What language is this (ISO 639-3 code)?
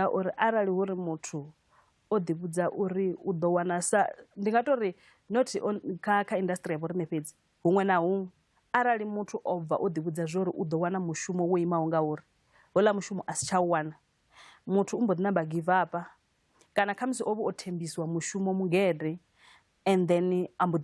ven